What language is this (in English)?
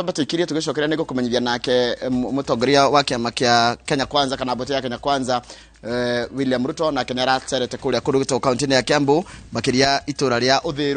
Kikuyu